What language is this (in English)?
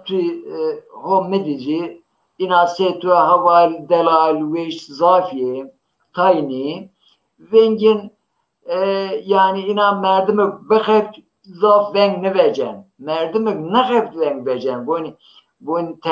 Zaza